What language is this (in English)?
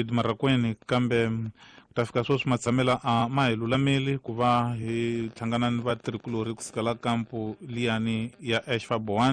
Tsonga